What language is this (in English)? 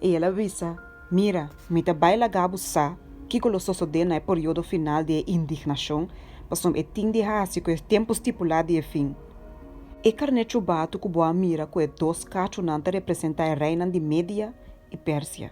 Papiamento